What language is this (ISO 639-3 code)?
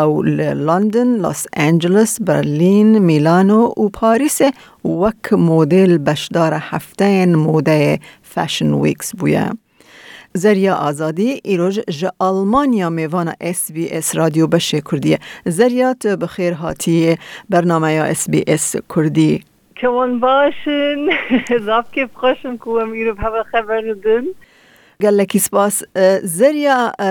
kur